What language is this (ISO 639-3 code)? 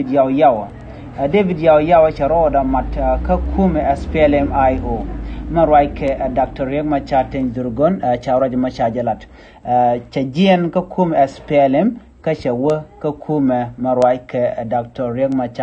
nus